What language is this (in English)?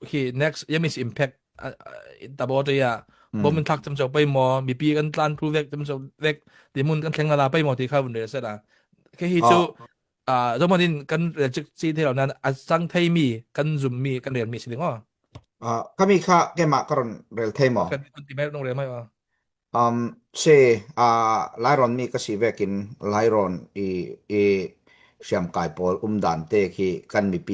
Hakha Chin